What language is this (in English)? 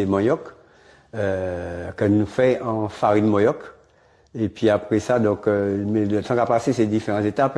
Guadeloupean Creole French